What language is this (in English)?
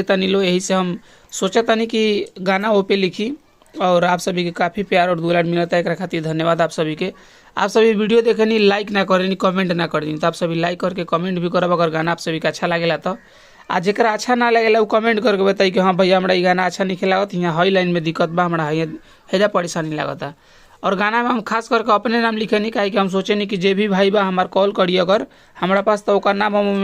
Bhojpuri